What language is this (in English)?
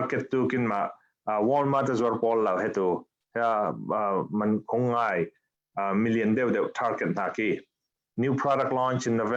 Falam Chin